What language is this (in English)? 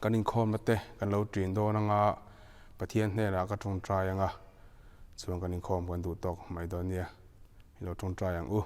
Mizo